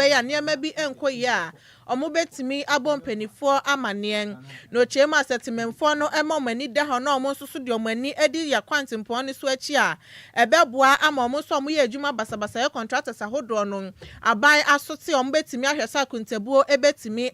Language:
Akan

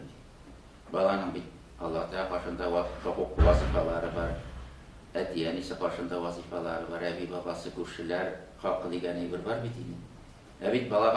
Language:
Tatar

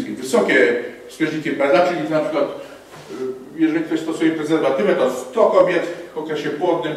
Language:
Polish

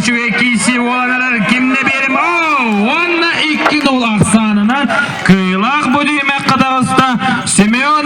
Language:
Yakut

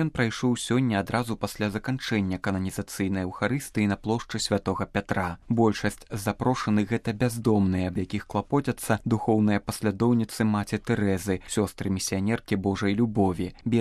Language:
Belarusian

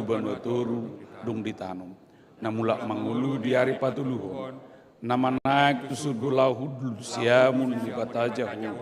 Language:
Batak Toba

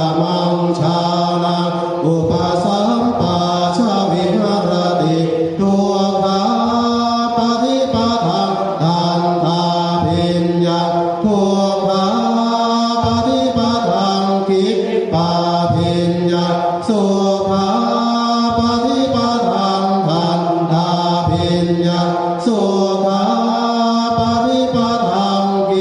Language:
Pali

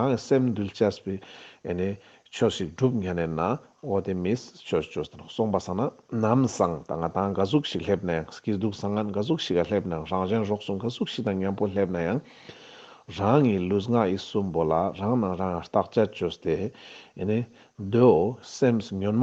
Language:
Ladakhi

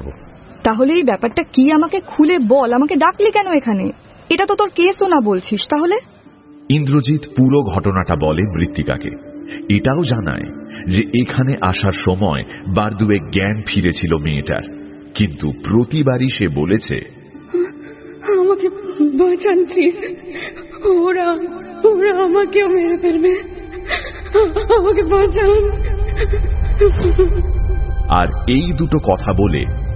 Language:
Bangla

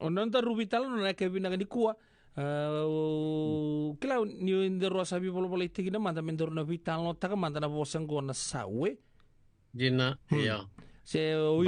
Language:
Fijian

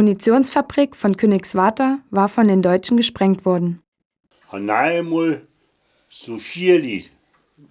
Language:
Upper Sorbian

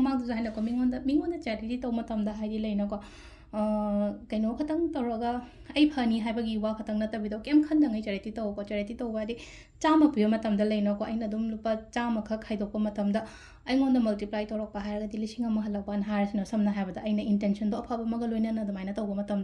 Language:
Manipuri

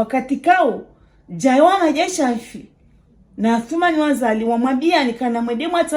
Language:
Ngazidja Comorian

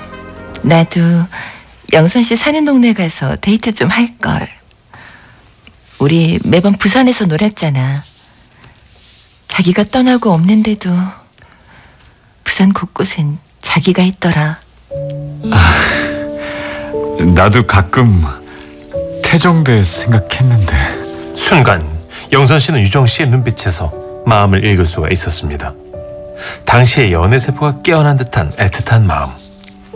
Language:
Korean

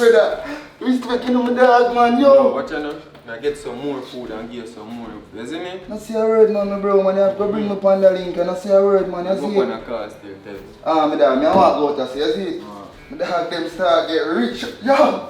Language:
Jamaican Creole English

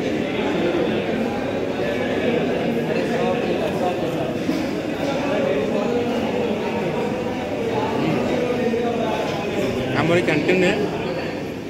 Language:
Odia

